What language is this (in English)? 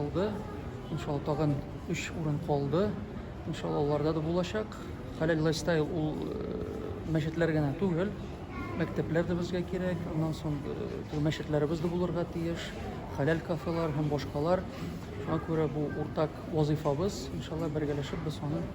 Tatar